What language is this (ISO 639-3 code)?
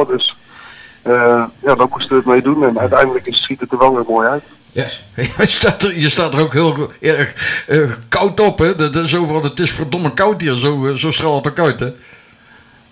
nld